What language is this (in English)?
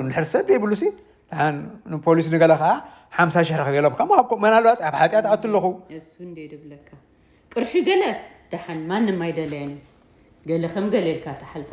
Tigrinya